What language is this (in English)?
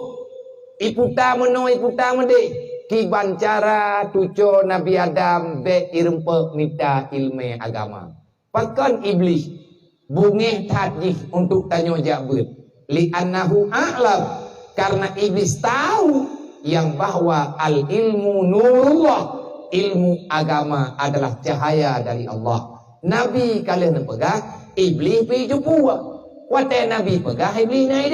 Achinese